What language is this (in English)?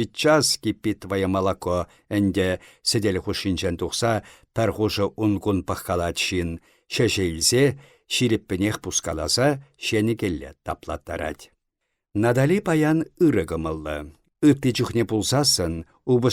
Chuvash